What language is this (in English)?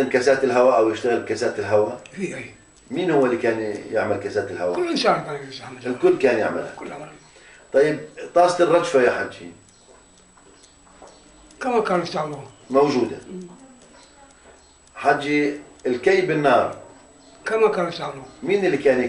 South Levantine Arabic